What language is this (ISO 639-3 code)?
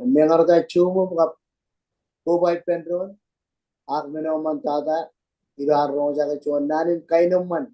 mah